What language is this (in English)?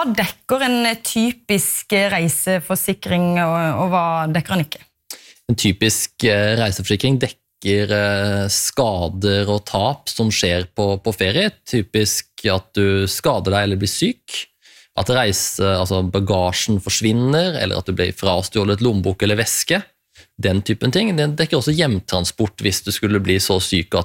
Norwegian